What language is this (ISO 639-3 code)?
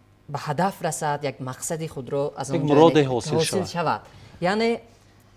tgk